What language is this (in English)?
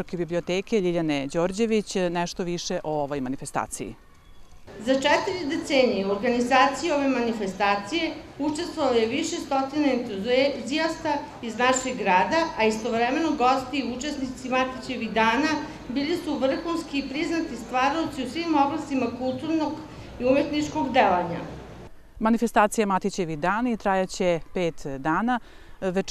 Serbian